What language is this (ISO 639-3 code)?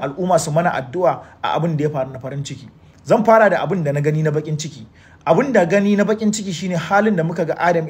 hau